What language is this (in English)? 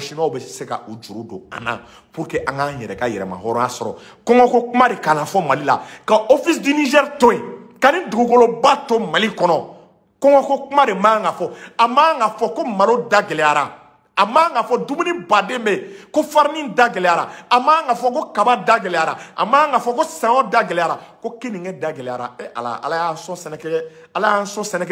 Bambara